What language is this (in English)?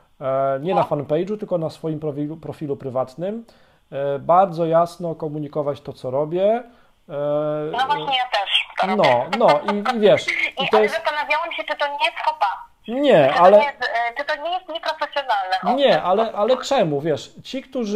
Polish